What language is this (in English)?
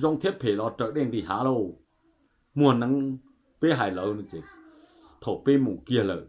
Hmong